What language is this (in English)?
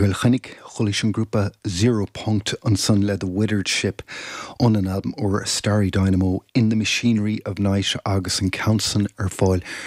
Irish